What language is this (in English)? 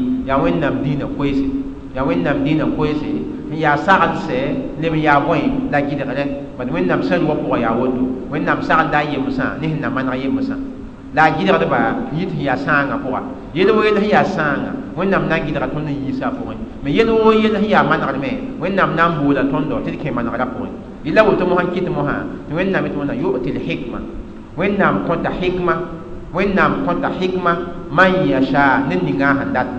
Mossi